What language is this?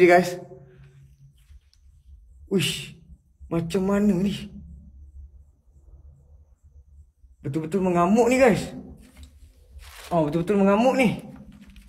Malay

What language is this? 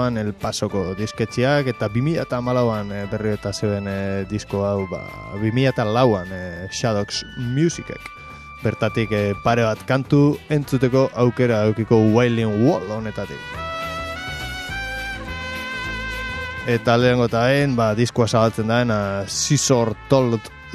Basque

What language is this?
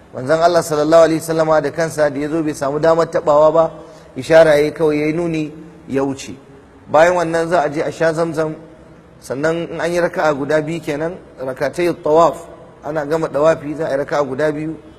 Hausa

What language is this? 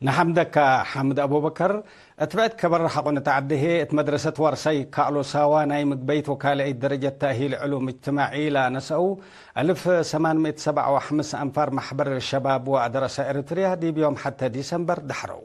Tigre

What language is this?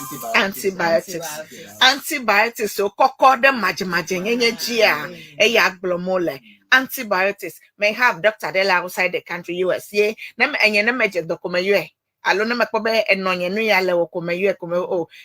Ewe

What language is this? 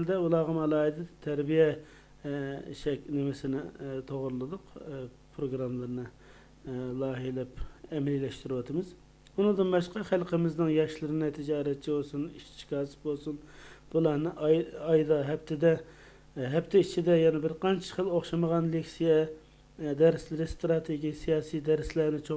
Uyghur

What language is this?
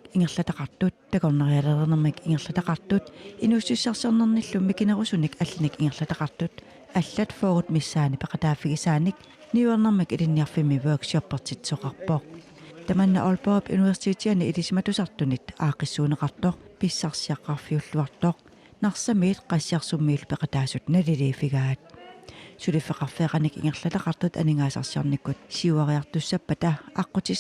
Kalaallisut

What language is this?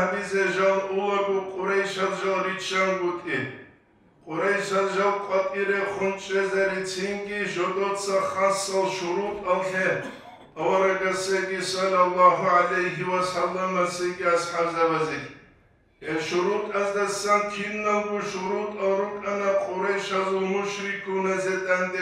Avaric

